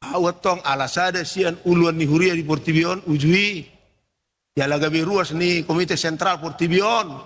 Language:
Batak Toba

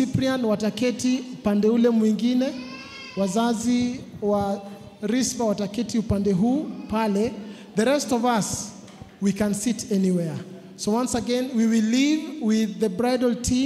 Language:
Swahili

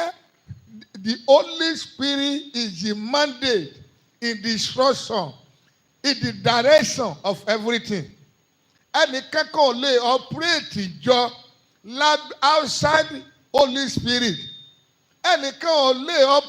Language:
Yoruba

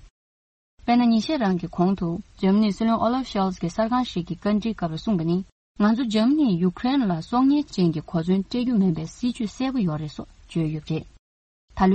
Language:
Tibetan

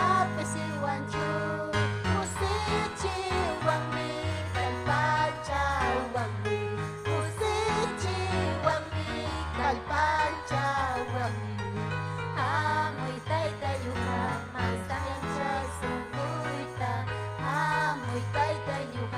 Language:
Ayacucho Quechua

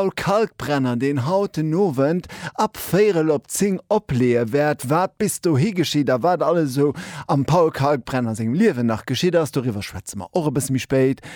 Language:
Luxembourgish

